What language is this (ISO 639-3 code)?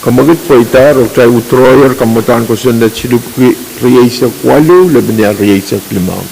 pon